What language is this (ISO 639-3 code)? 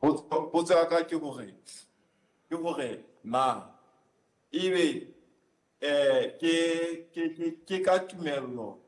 sot